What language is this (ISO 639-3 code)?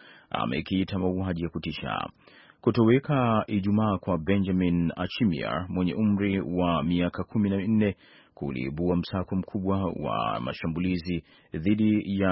swa